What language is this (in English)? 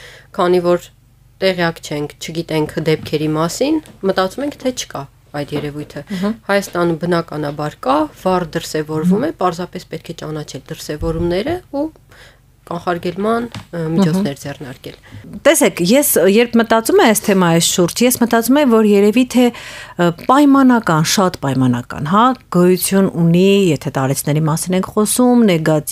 Armenian